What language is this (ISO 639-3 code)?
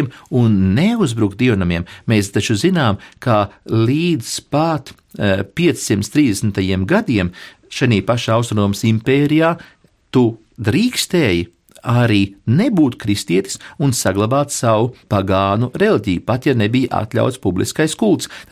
lav